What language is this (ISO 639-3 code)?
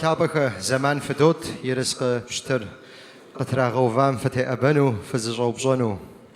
kbd